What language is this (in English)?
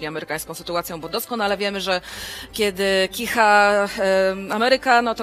Polish